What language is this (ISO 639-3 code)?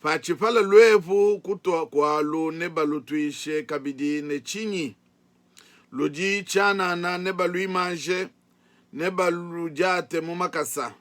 lua